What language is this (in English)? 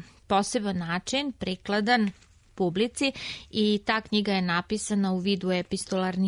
Serbian